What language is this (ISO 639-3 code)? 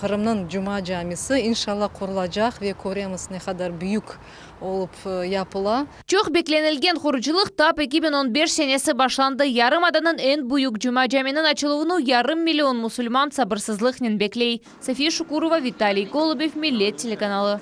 crh